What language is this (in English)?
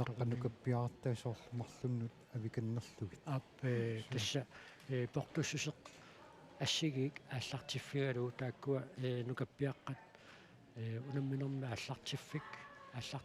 Kalaallisut